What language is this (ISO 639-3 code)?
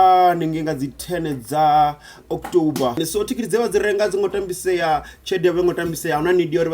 ven